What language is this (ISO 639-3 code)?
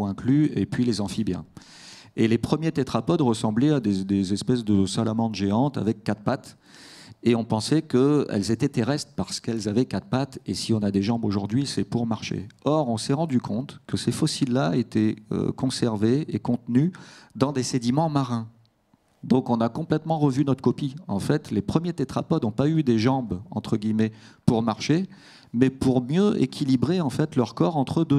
fra